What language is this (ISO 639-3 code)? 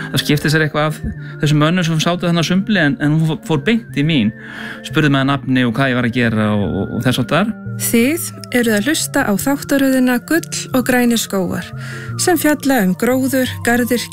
isl